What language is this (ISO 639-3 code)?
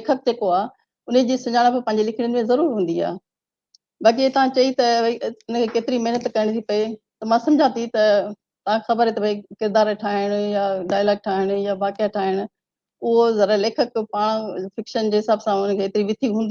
snd